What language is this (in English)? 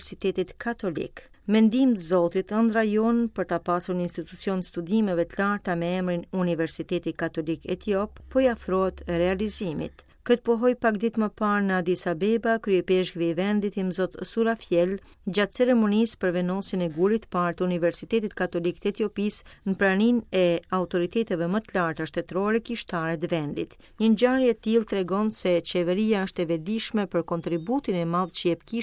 Albanian